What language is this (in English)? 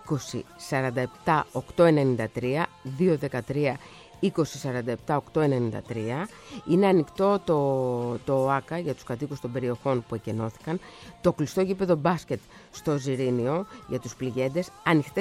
Greek